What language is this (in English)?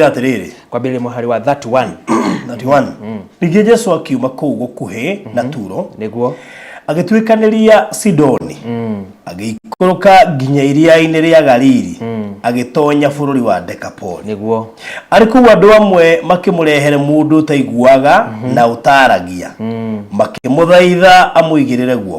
Kikuyu